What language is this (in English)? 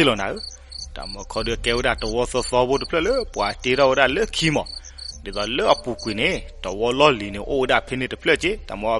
S'gaw Karen